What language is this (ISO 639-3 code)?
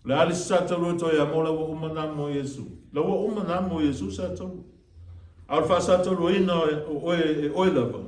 smo